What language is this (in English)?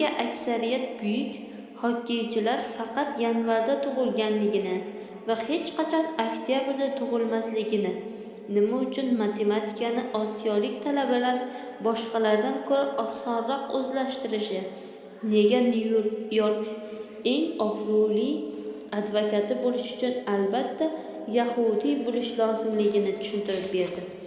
Uzbek